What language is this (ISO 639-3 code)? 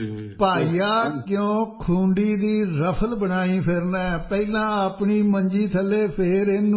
pan